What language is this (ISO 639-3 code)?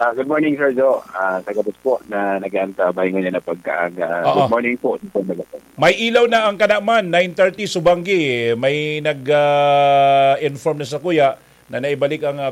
bik